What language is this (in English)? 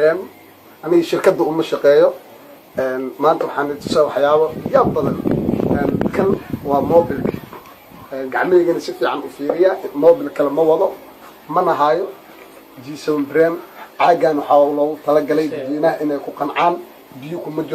Somali